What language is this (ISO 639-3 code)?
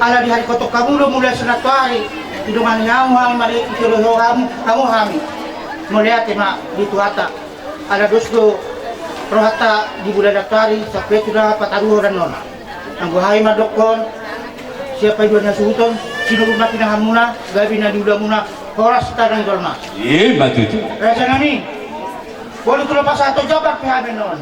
bbc